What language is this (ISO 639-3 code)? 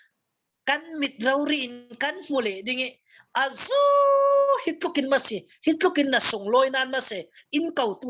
cfm